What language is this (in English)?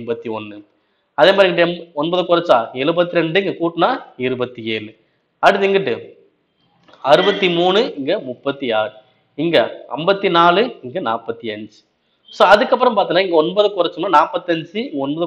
Tamil